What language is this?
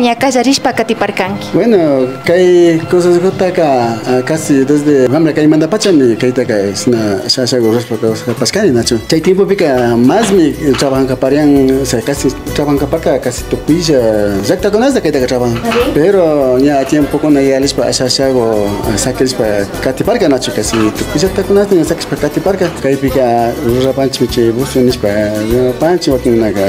Imbabura Highland Quichua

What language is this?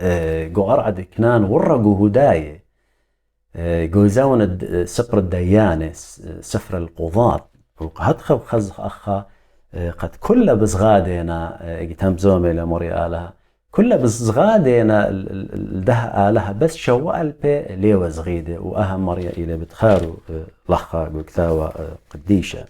Assyrian Neo-Aramaic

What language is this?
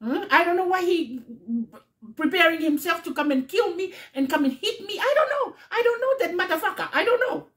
Tongan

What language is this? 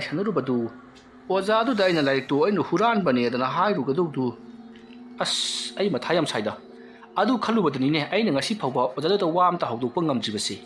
Manipuri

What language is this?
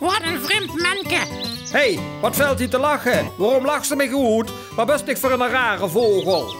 Limburgish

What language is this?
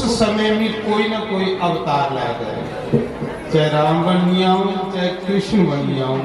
Dogri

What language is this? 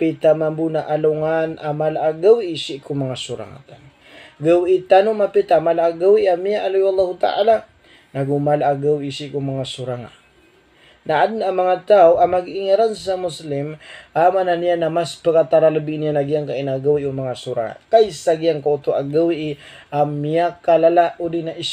Maranao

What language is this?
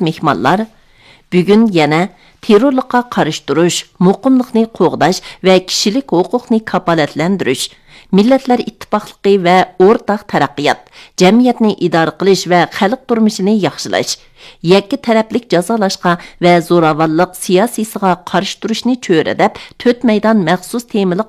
Uyghur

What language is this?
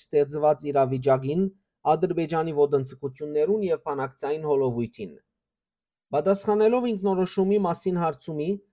Western Armenian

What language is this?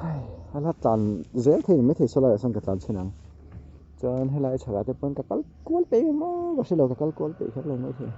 Mizo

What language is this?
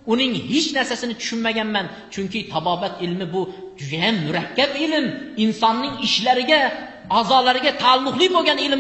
Uzbek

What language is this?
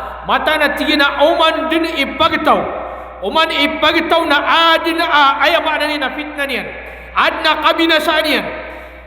Maranao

